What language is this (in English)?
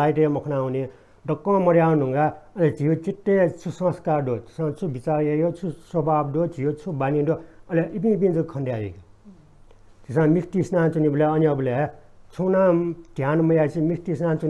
Newari